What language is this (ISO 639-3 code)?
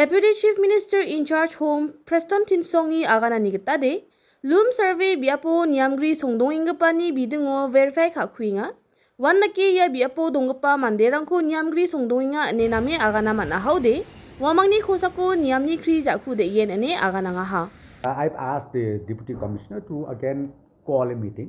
grt